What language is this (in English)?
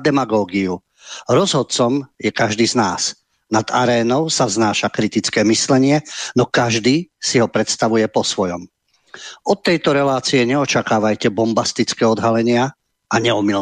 Slovak